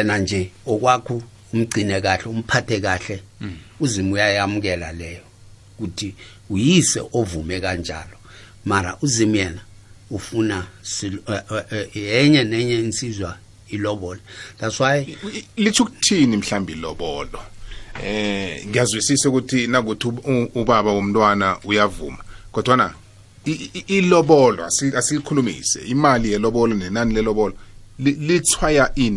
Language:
South Ndebele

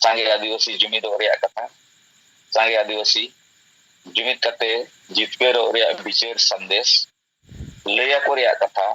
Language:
Santali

